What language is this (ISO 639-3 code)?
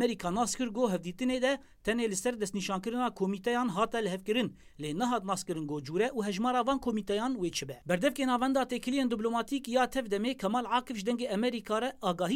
kur